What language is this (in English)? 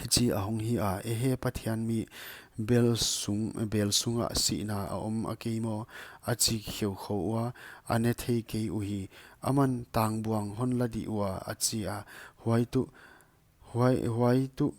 Paite Chin